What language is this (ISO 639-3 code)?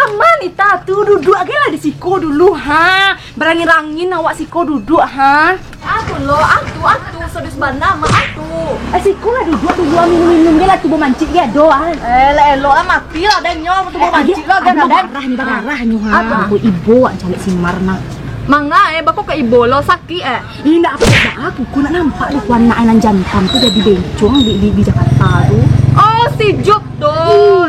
min